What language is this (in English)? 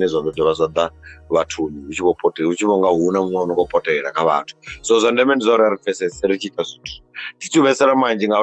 Venda